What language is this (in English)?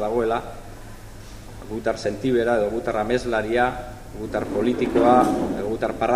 Basque